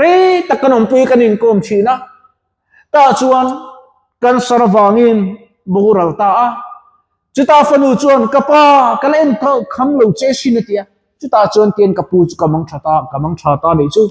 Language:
Mizo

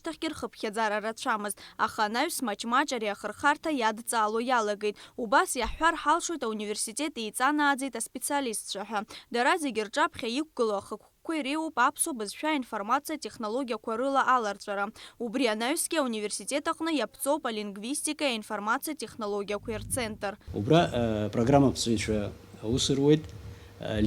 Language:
Abkhazian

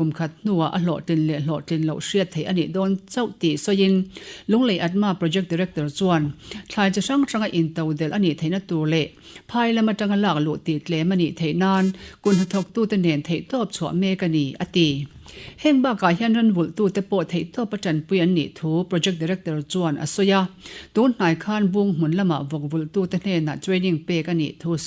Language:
Mizo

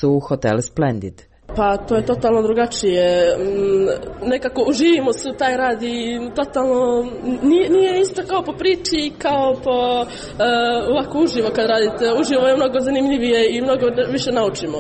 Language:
Serbian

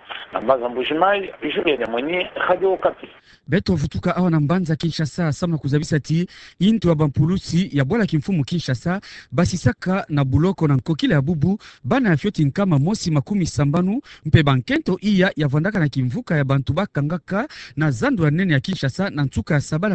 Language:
Kituba (Democratic Republic of Congo)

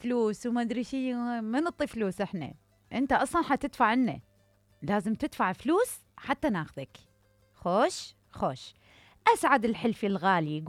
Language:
Mesopotamian Arabic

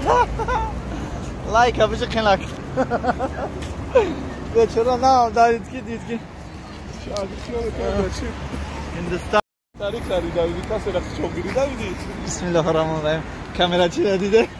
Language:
Tajik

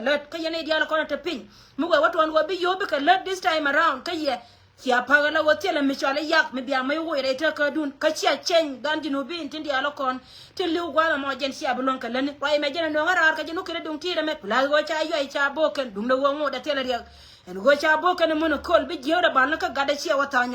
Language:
Nuer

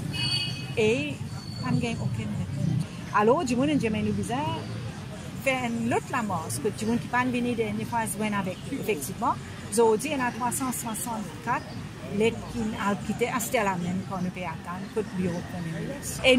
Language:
Morisyen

